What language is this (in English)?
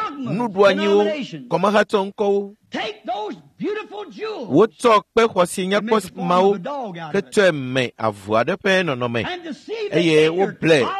Ewe